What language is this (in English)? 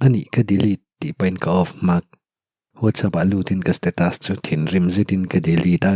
Mizo